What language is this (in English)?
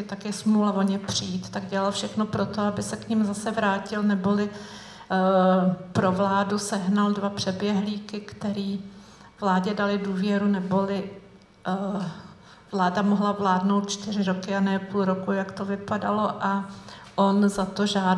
Czech